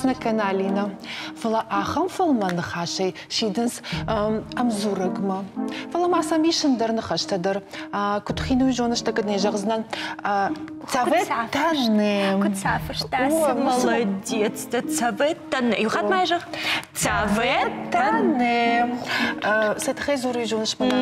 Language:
Ossetic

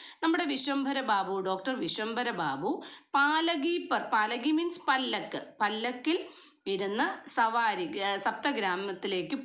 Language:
Malayalam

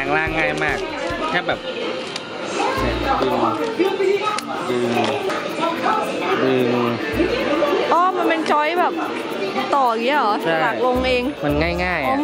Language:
Thai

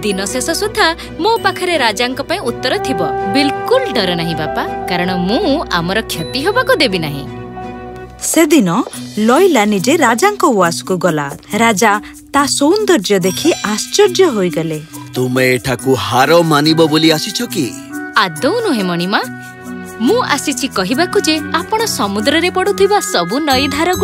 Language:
Odia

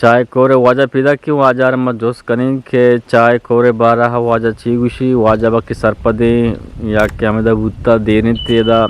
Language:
Eastern Balochi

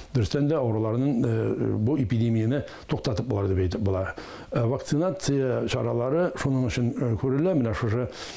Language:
Tatar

